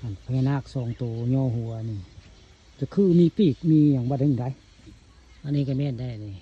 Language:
Northeastern Thai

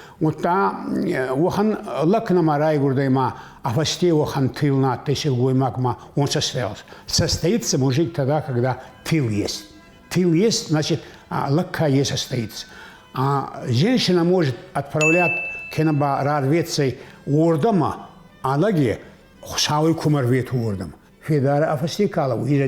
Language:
Ossetic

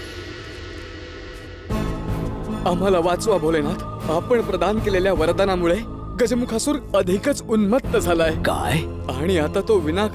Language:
Marathi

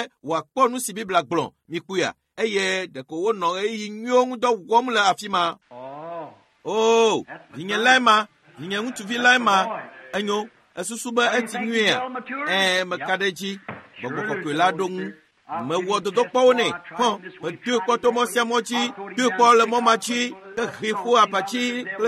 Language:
Ewe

